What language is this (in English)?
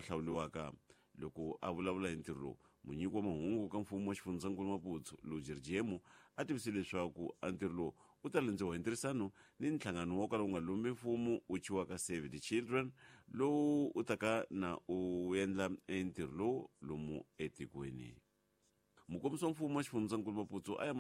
Tsonga